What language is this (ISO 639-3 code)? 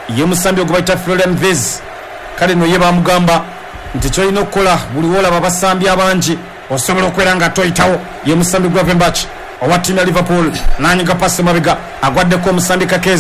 lug